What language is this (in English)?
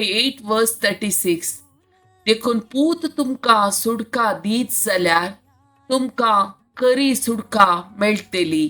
Konkani